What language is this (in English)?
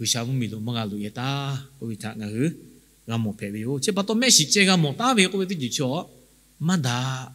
Lahu